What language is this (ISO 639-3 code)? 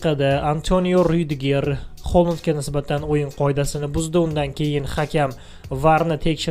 uzb